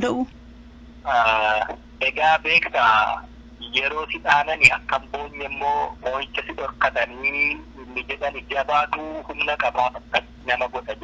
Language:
Oromo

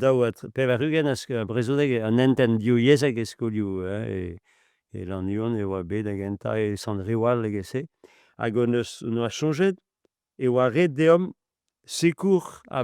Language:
Breton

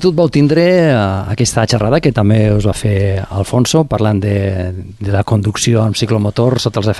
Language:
Catalan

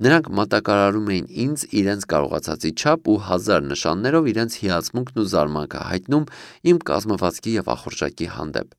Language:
Armenian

